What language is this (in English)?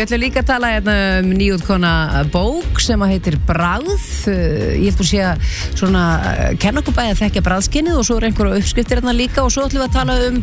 Icelandic